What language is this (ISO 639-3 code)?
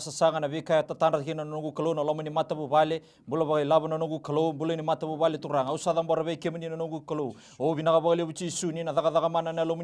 fij